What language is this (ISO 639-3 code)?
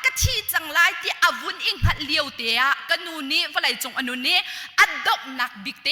cnh